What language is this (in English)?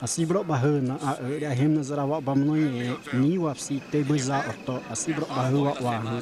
Xavánte